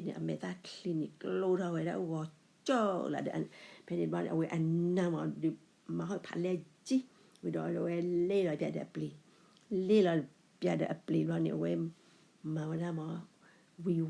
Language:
S'gaw Karen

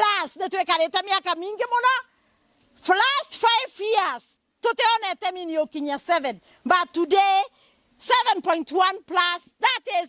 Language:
Meru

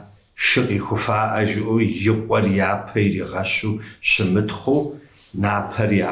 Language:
Kabardian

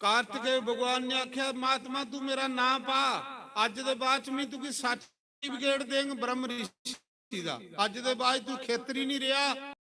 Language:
Dogri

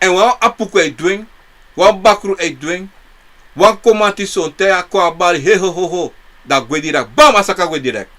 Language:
Sranan Tongo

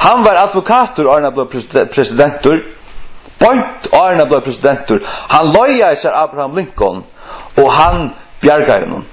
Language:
Faroese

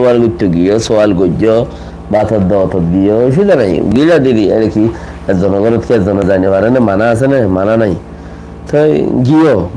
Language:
Rohingya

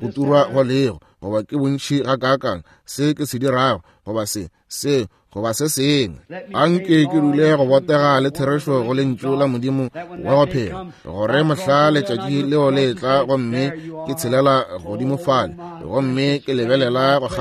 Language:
Northern Sotho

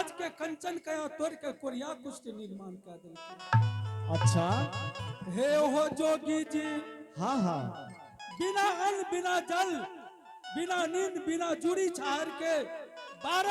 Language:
Angika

